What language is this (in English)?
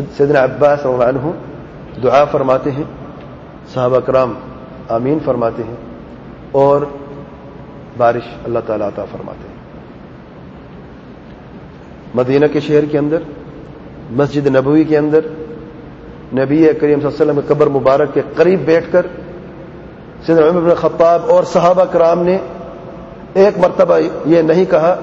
Urdu